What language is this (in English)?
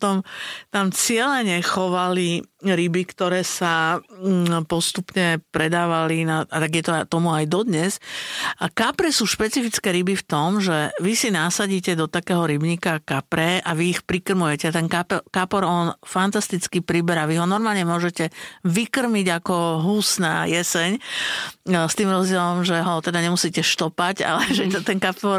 Slovak